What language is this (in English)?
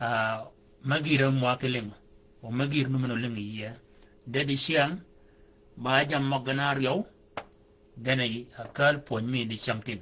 Shilluk